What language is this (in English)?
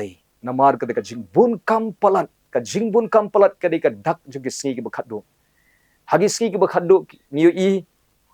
Khasi